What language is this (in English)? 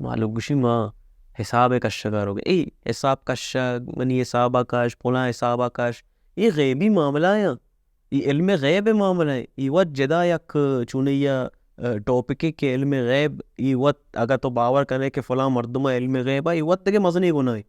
Baluchi